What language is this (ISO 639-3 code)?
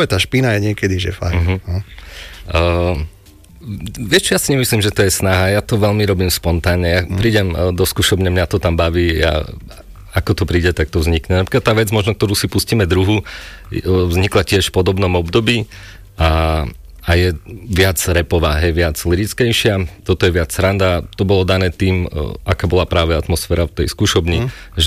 slk